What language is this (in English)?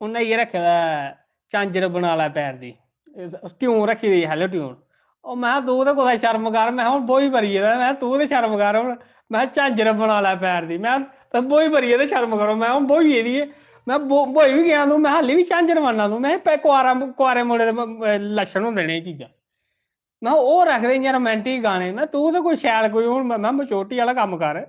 Dogri